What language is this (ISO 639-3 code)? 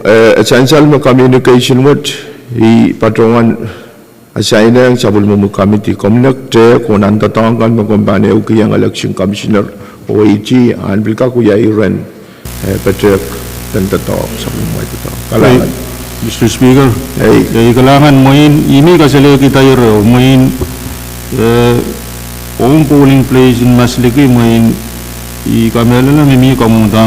pon